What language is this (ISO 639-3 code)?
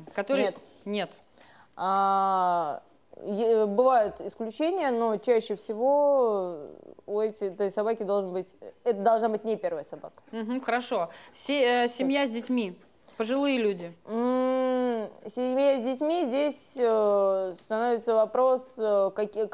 rus